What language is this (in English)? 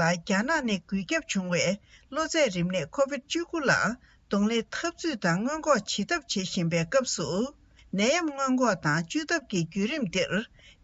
Tibetan